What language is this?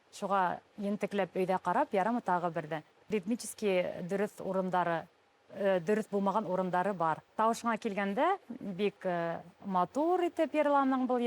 Bashkir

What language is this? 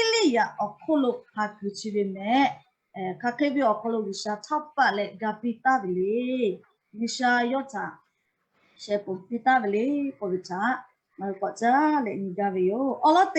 Lahu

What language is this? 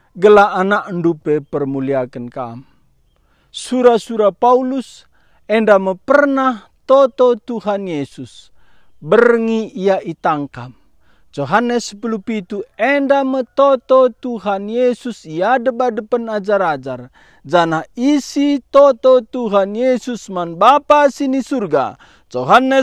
Batak Karo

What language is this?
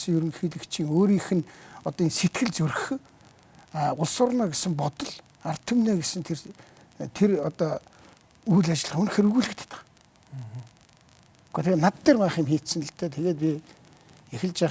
Mongolian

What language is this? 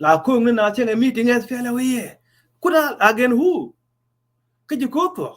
Nuer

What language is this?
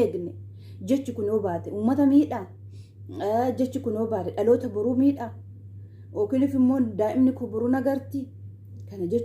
Oromo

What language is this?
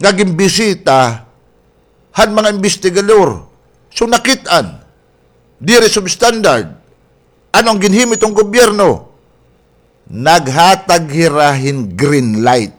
Waray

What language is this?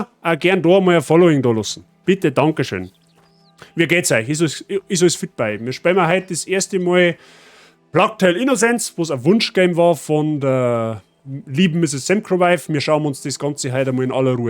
Bavarian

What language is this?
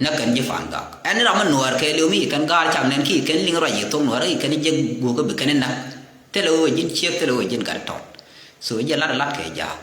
Nuer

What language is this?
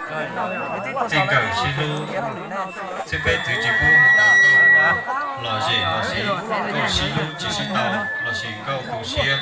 Hmong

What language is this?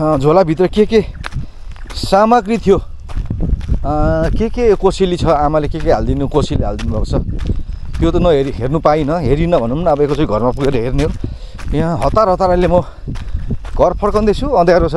Nepali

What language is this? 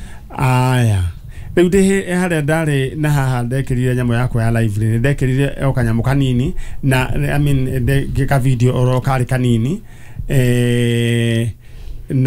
Kikuyu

